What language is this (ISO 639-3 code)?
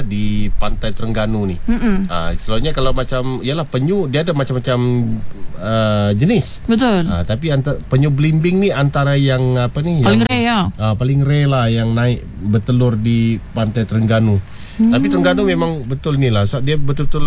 msa